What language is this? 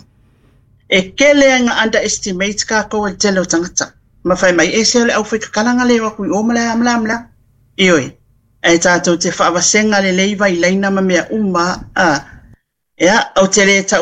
Samoan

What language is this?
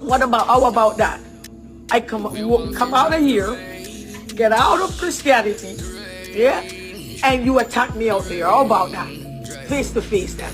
Jamaican Creole English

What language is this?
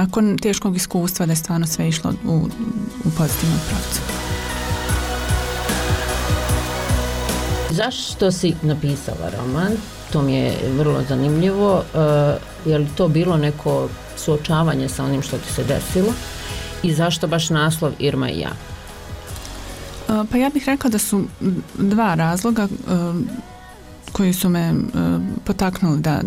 Bosnian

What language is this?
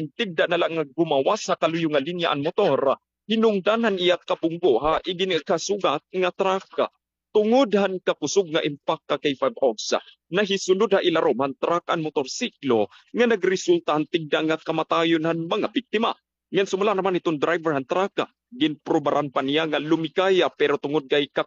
Waray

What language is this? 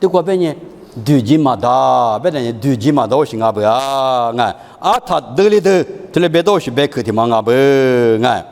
Lisu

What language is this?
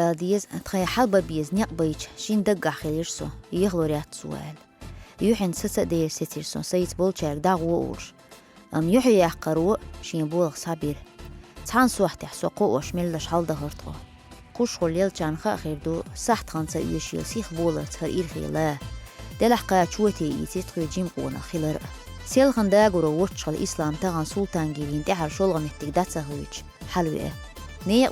Chechen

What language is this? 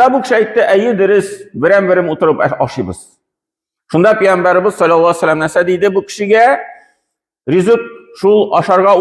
Tatar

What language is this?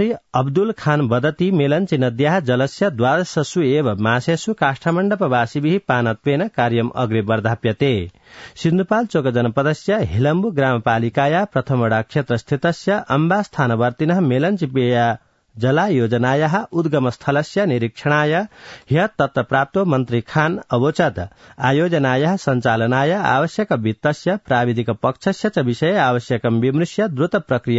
Sanskrit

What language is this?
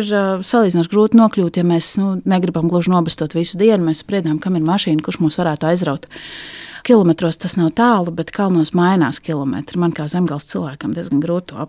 Latvian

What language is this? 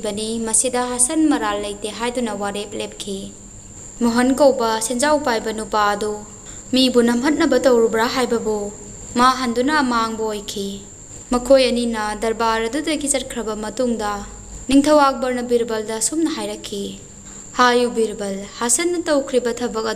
Manipuri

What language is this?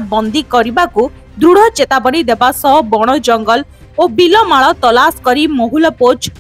Odia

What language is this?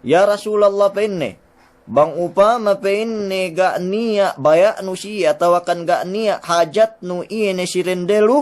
Yakan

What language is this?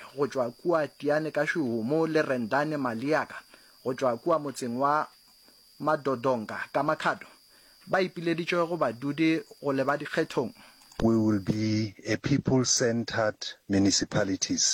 Northern Sotho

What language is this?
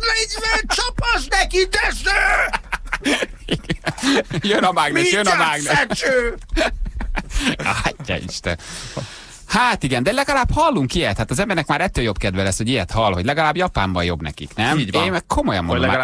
Hungarian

